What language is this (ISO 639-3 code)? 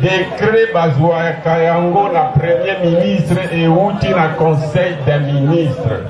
lin